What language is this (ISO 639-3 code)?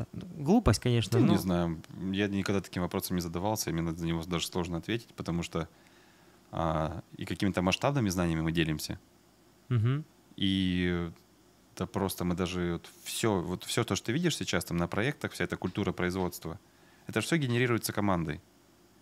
rus